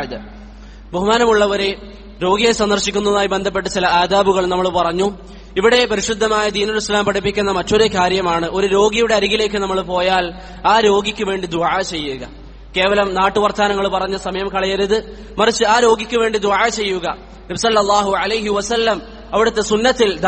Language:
Malayalam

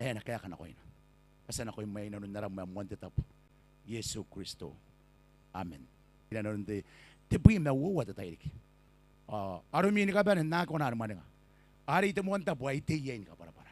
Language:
Gilbertese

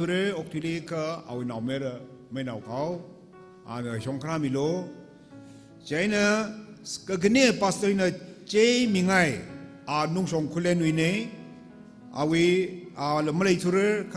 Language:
Tangkhul Naga (India)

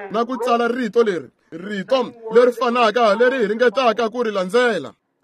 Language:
Tsonga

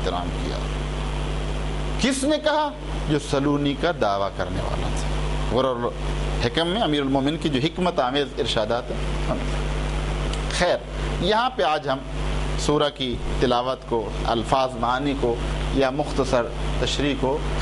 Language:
Urdu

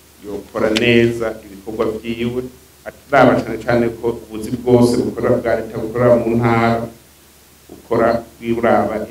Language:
Rundi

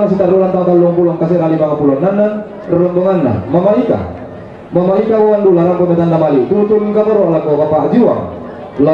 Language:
Toraja-Sa'dan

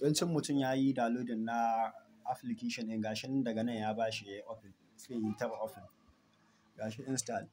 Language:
Hausa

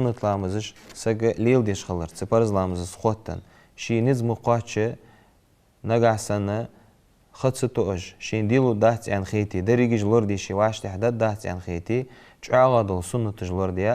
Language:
Ingush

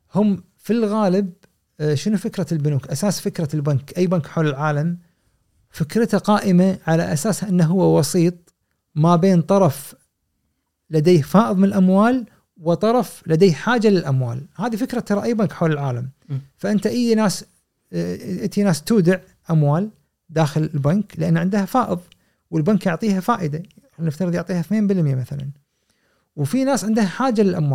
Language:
Gulf Arabic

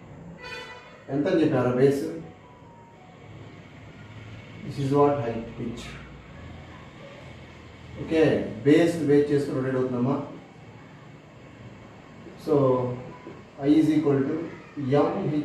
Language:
Telugu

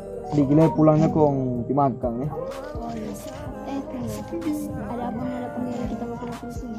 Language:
Manado Malay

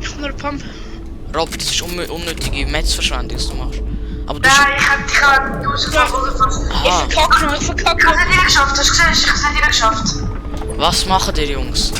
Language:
Swiss German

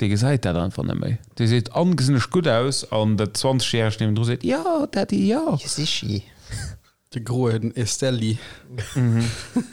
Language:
Luxembourgish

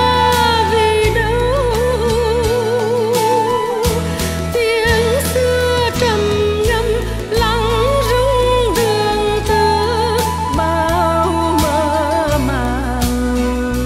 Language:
Vietnamese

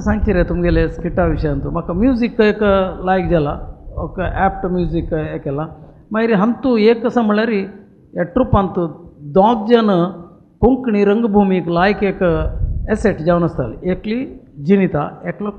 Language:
Konkani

